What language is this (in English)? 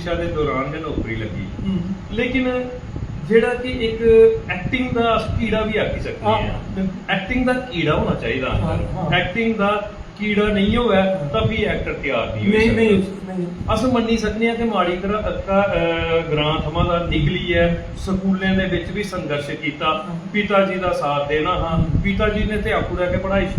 Dogri